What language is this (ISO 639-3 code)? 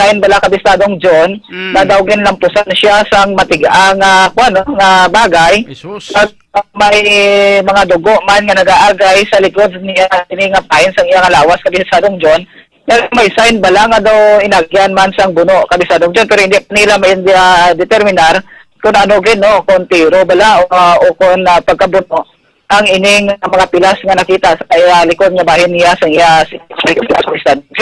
hil